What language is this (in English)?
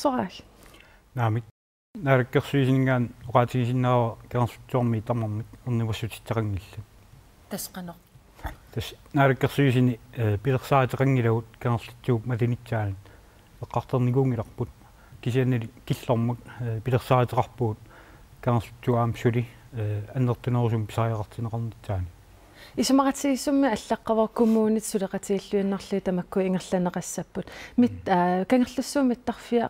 Kalaallisut